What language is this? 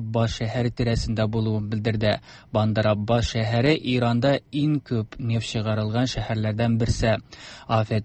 Tatar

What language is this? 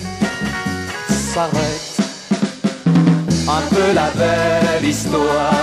French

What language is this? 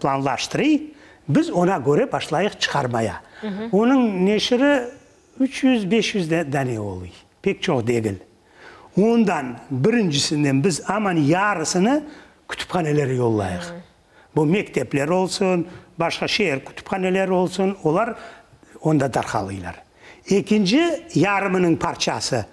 Crimean Tatar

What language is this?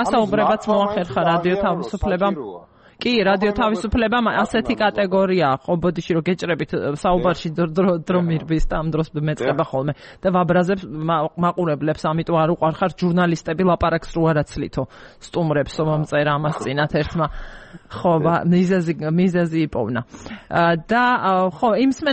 Georgian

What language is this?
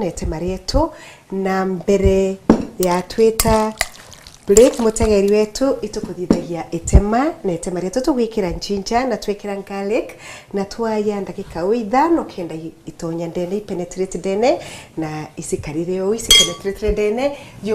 Meru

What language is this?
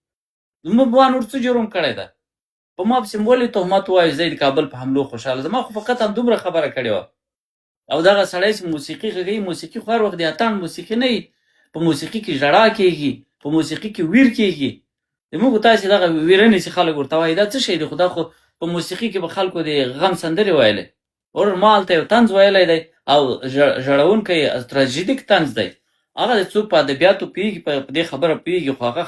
Pashto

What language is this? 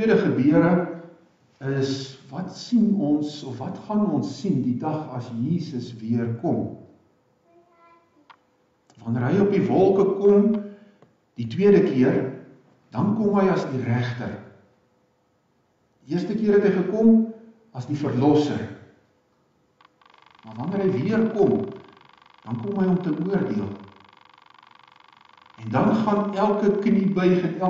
Afrikaans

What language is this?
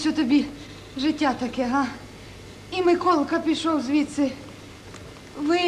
Ukrainian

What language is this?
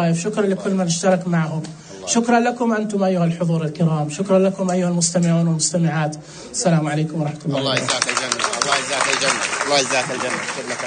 Najdi Arabic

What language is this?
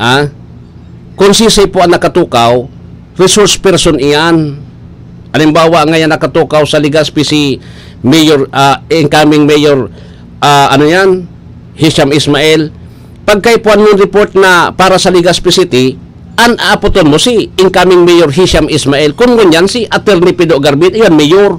Bikol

